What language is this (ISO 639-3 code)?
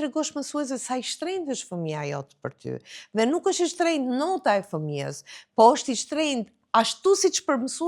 sqi